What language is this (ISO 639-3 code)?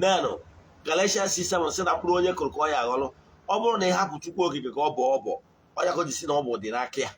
ibo